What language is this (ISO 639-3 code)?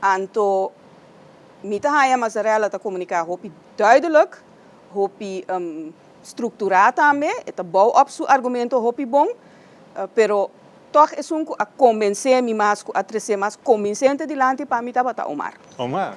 pap